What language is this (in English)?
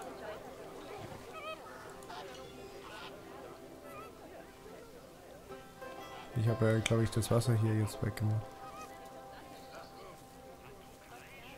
German